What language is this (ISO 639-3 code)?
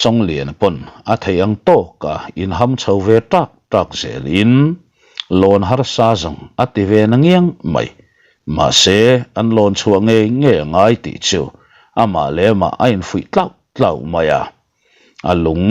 lus